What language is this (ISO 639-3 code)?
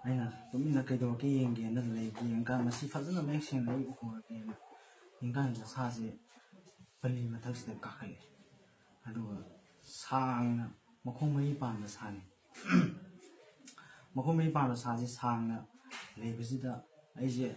mni